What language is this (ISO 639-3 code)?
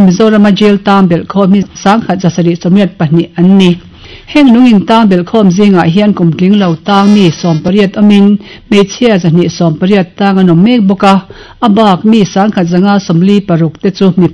lus